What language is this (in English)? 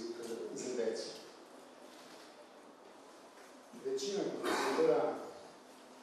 Serbian